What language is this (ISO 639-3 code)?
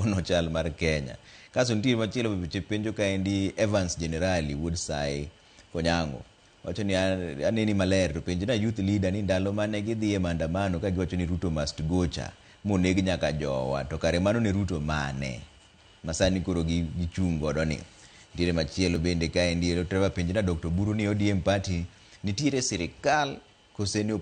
luo